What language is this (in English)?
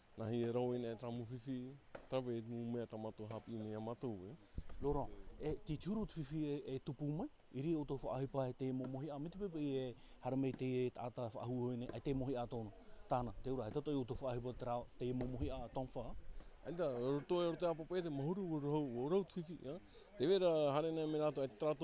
Tahitian